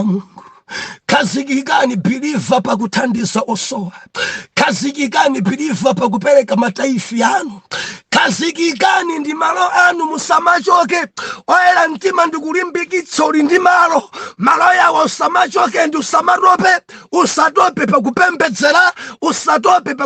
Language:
Nyanja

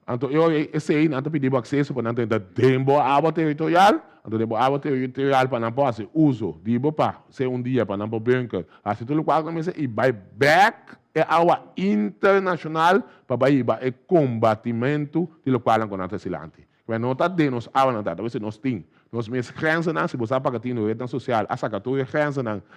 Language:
Papiamento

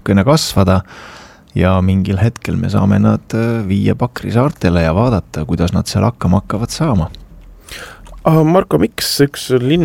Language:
Estonian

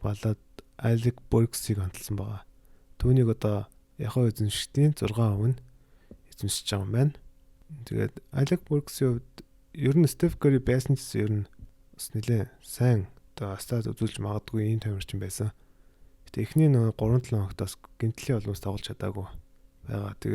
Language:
Mongolian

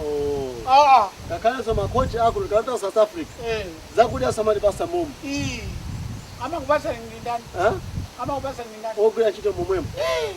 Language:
Nyanja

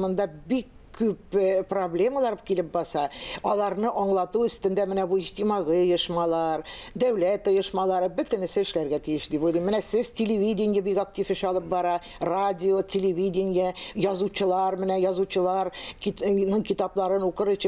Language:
Tatar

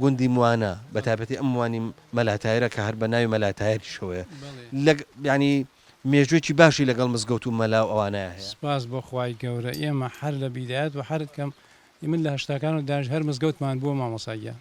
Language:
Central Kurdish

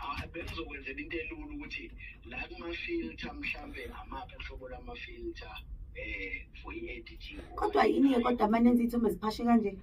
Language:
Zulu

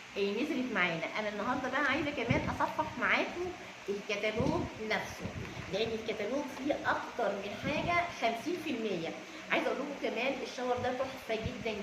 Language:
Egyptian Arabic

